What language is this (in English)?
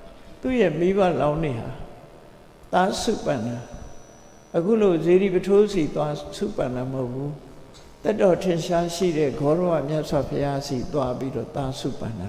Burmese